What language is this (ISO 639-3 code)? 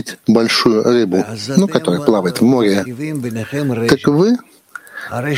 rus